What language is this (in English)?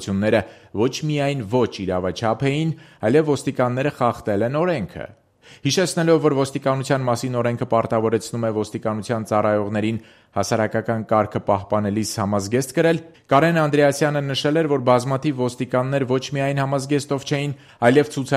Armenian